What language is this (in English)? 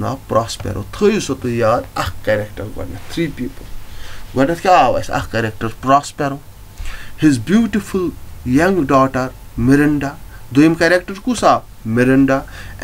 Kashmiri